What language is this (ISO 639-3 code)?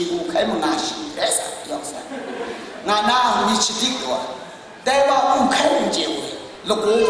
kac